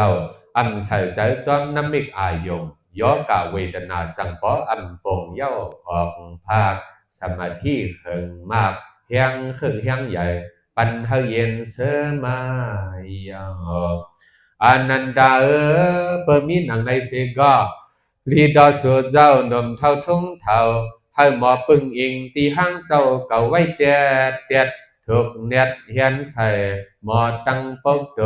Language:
Shan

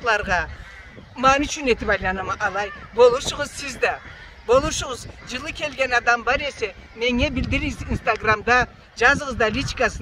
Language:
Karachay-Balkar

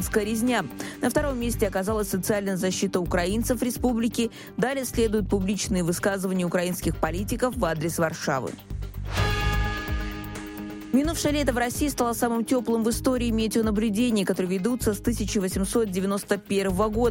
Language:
Russian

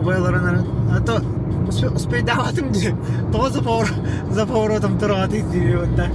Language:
Yakut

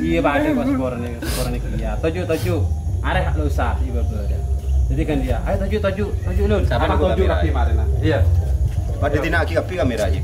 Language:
Madurese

